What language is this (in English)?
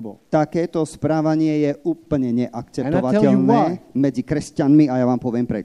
Slovak